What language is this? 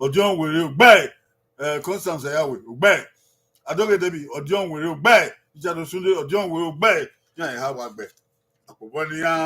Bini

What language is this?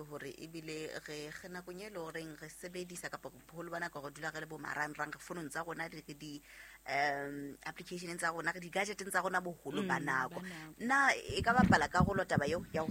Southern Sotho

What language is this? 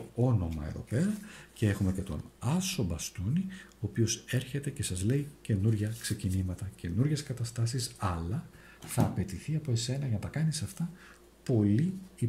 Greek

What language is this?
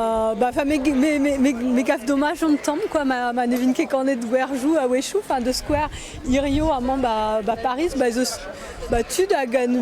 Breton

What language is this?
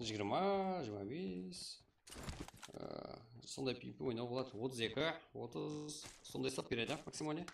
Kara-Kalpak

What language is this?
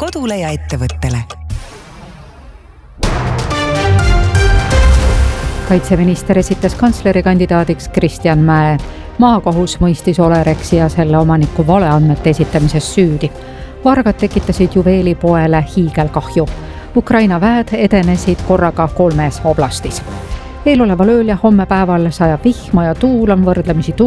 Estonian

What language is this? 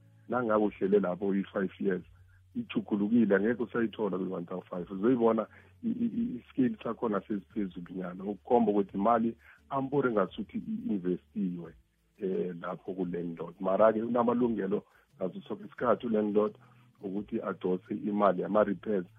South Ndebele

